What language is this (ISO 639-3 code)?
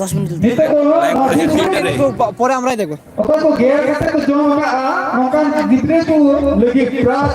sat